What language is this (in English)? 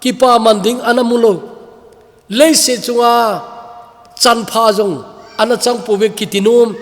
Thado Chin